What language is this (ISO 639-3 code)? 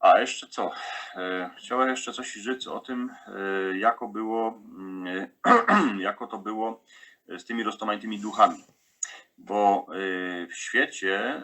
szl